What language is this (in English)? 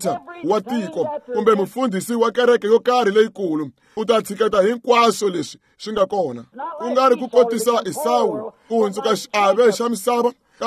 Tsonga